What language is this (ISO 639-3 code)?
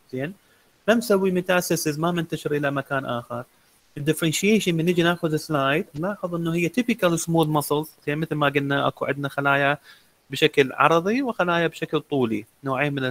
acm